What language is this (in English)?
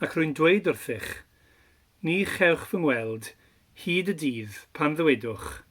Welsh